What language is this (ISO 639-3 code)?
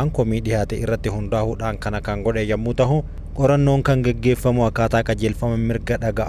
orm